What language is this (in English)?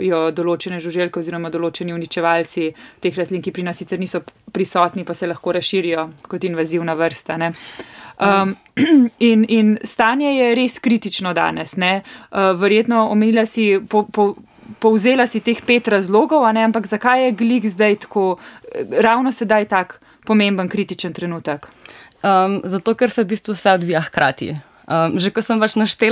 Slovenian